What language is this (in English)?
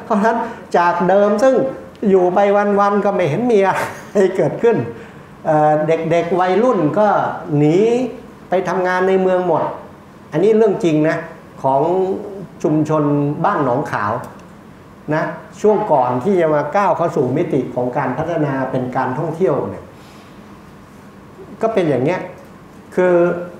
Thai